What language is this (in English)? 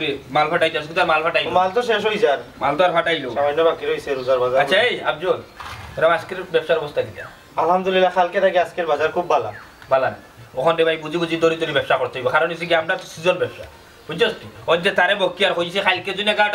Sylheti